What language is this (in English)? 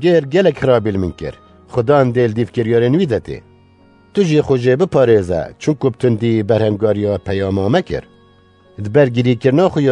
Kurdish